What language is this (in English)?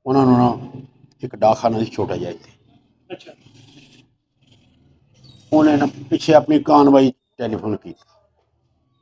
Punjabi